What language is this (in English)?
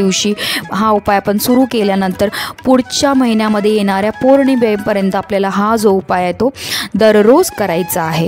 Marathi